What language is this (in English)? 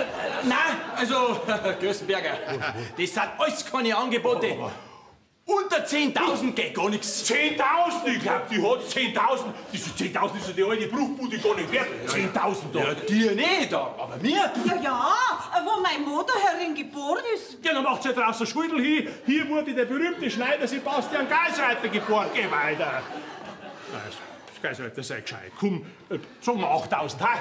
Bavarian